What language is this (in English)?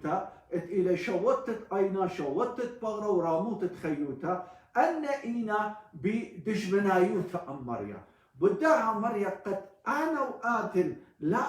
Assyrian Neo-Aramaic